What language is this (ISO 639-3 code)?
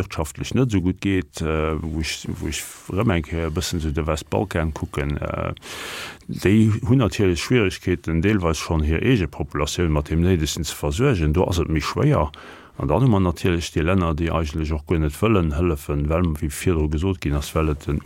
ltz